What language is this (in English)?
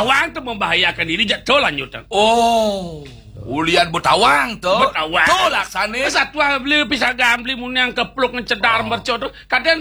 Balinese